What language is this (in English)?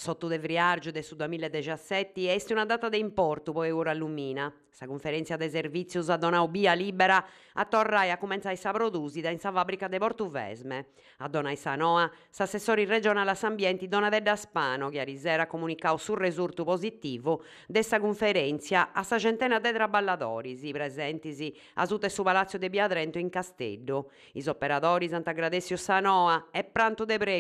Sardinian